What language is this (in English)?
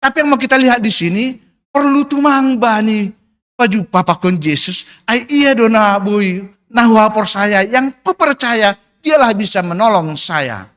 Batak Simalungun